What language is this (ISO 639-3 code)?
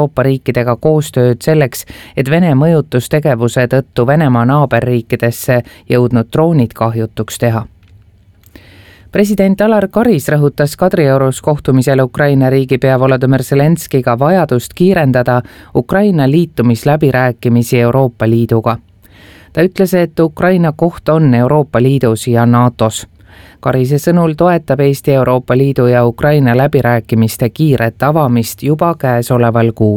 est